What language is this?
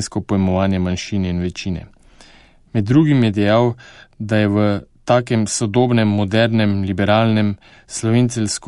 Slovenian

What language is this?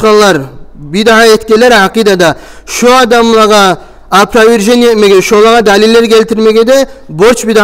Kumyk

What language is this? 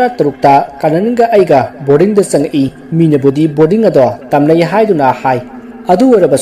Manipuri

